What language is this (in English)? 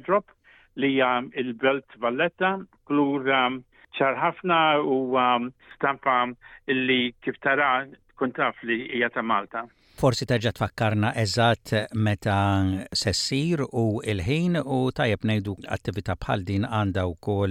Maltese